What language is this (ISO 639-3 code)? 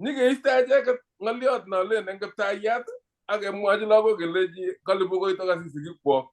kln